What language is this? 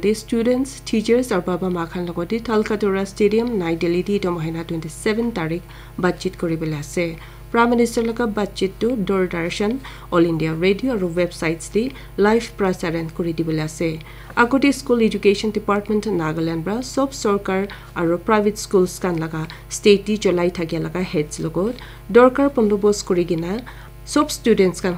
Naga Pidgin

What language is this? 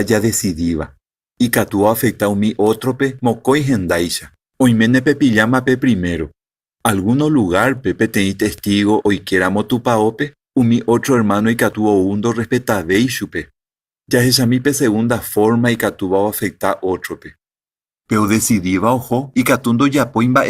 Guarani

